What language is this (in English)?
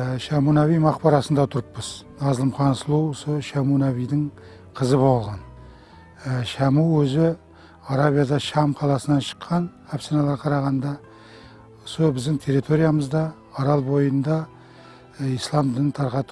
Kara-Kalpak